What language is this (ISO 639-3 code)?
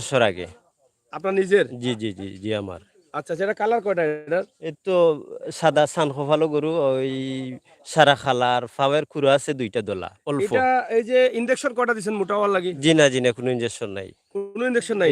syl